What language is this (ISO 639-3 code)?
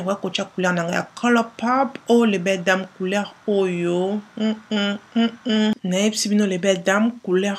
lin